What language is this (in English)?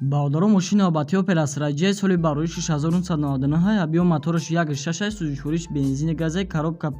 Tajik